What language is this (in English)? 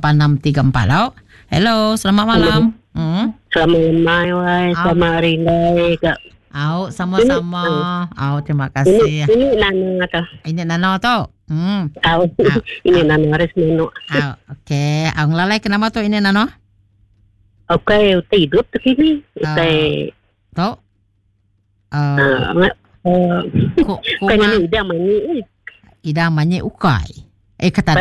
Iban